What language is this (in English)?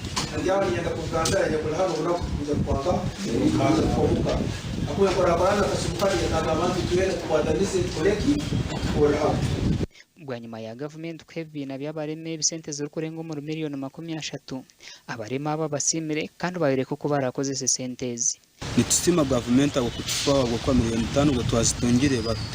Nyankole